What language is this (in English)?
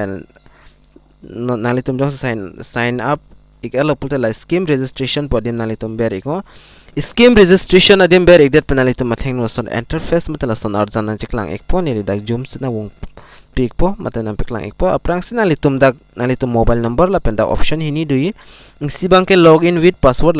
Karbi